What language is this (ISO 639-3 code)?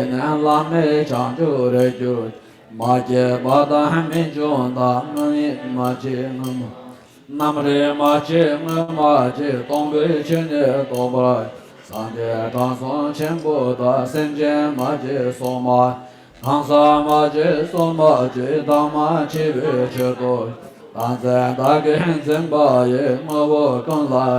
bod